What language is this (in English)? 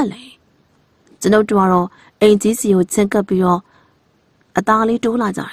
Burmese